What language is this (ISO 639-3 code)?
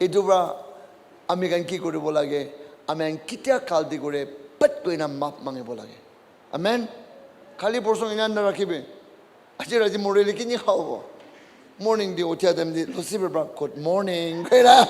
nag